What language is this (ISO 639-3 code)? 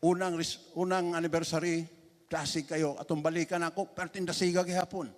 ceb